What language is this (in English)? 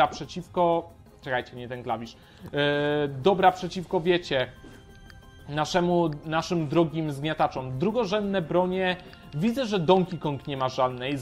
Polish